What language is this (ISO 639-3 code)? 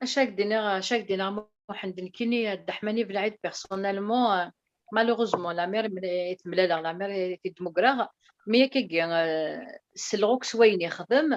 kab